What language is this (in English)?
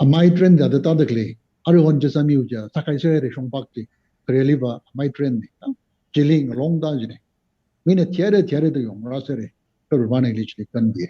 Tangkhul Naga (India)